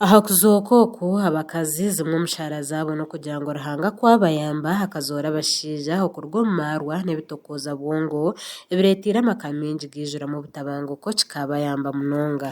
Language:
Nyankole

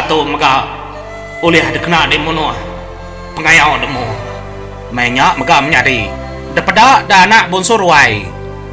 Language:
Iban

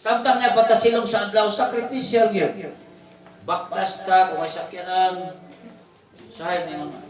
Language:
Cebuano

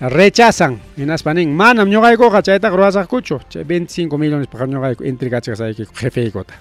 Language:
Ayacucho Quechua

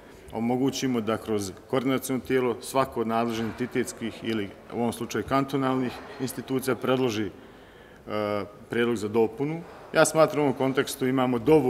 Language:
Bosnian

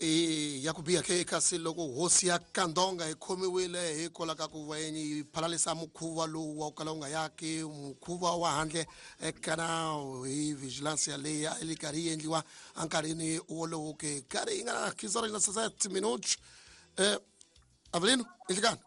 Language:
Tsonga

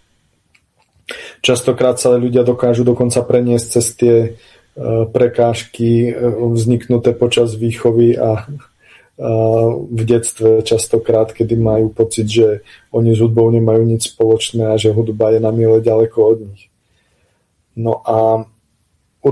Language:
Slovak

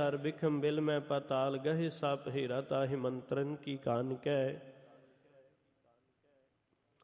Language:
Punjabi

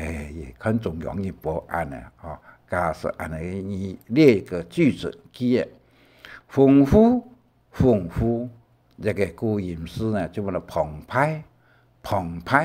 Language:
Hakka Chinese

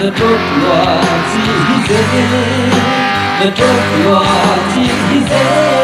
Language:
Paite Chin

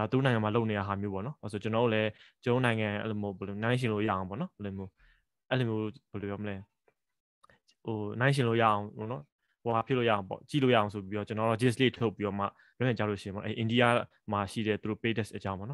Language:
Burmese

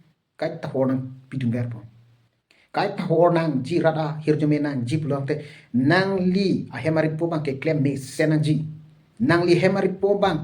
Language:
Karbi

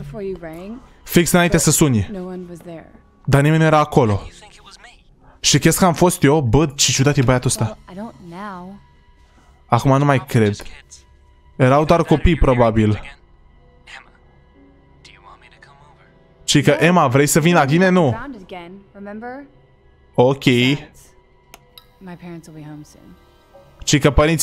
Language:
Romanian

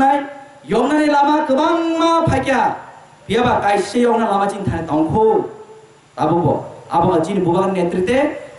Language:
Kok Borok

